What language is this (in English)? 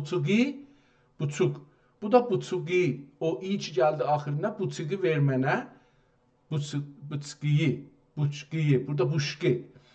South Azerbaijani